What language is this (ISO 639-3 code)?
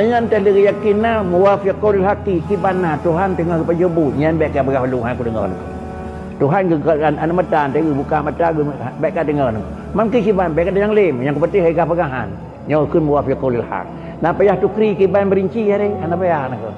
ace